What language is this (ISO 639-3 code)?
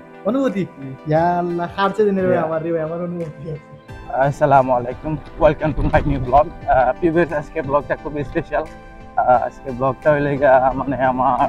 syl